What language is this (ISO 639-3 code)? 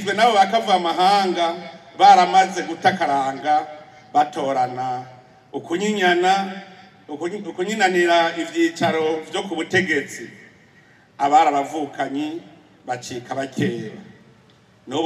run